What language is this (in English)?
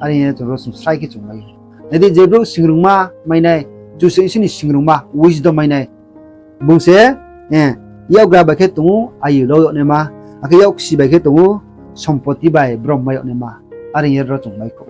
Riang (India)